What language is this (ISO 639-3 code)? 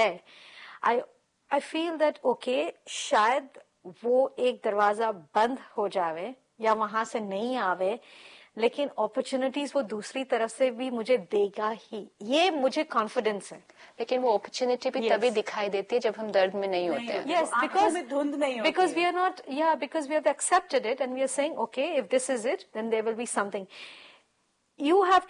hin